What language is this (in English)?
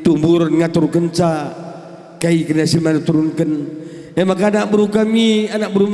Batak Karo